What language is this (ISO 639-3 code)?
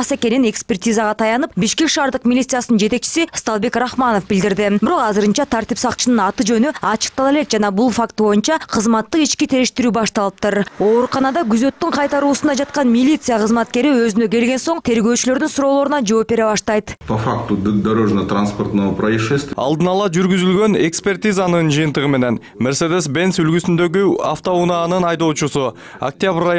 kir